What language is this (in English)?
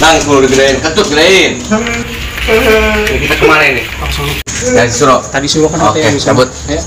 Betawi